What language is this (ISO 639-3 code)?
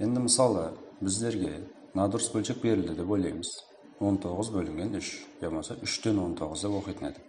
kaa